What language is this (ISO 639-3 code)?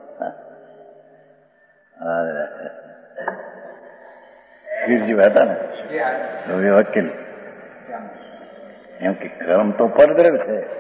guj